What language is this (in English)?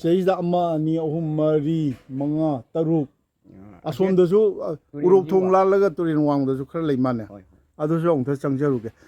Manipuri